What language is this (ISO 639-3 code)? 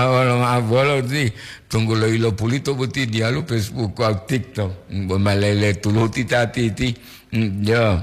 gor